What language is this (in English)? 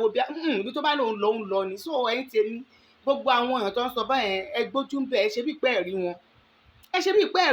Yoruba